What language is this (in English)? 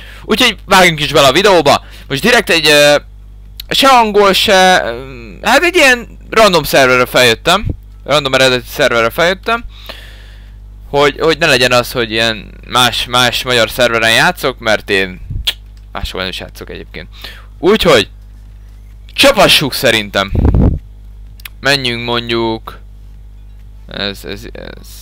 Hungarian